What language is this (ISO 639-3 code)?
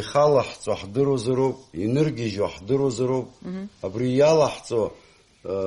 abk